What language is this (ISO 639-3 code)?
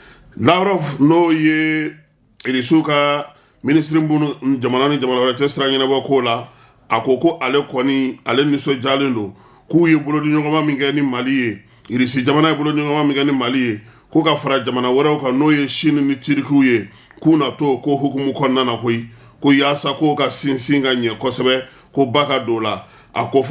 bam